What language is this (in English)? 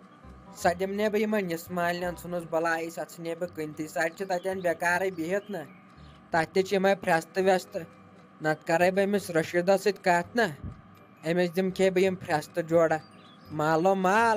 Kashmiri